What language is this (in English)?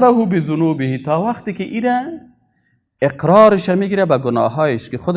Persian